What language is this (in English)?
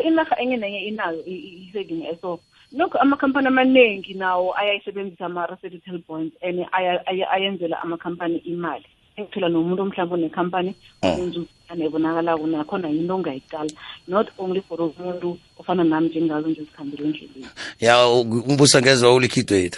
South Ndebele